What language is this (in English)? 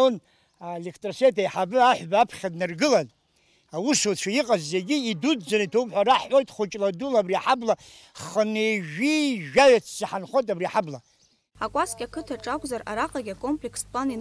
Abkhazian